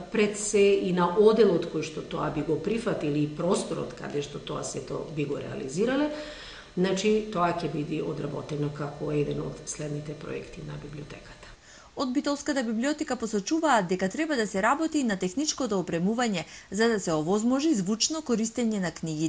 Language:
Macedonian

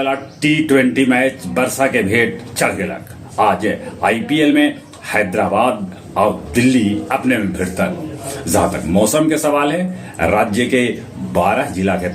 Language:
Magahi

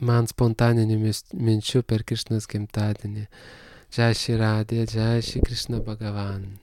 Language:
Lithuanian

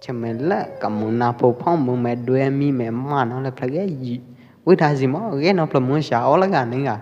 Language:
Pwo Eastern Karen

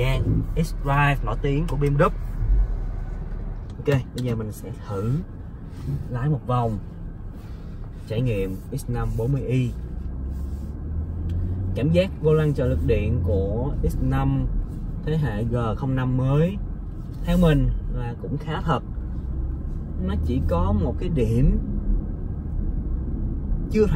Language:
Vietnamese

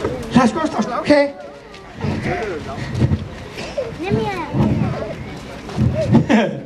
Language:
Danish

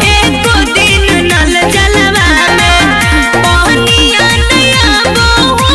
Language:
Magahi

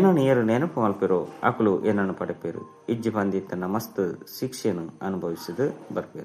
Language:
Tulu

